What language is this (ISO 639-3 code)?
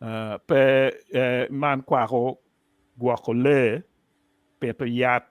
ach